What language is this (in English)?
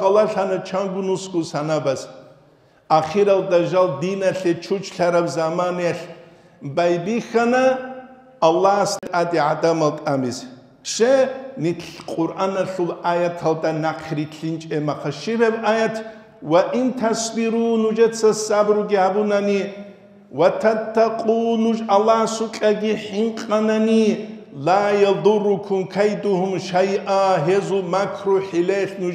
Avaric